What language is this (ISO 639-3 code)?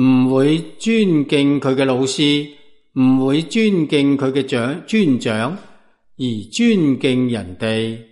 yue